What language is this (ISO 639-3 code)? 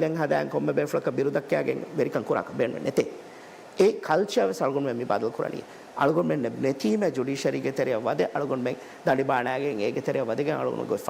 div